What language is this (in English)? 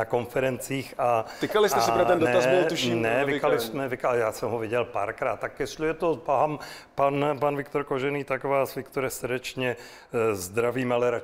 Czech